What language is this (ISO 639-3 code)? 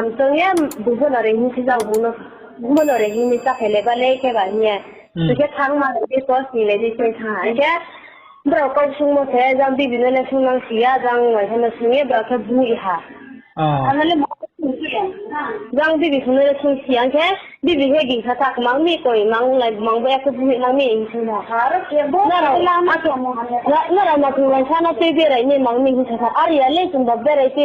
ria